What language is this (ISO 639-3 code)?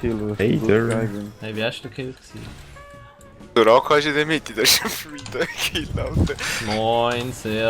gsw